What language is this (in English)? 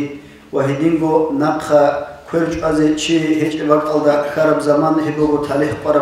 Avaric